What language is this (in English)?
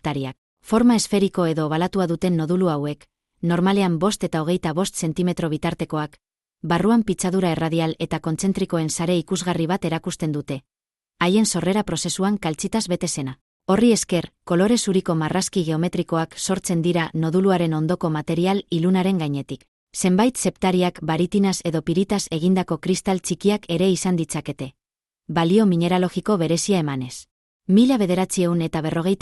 Basque